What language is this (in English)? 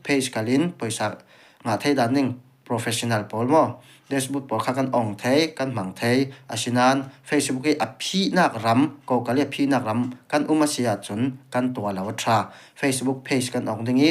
Falam Chin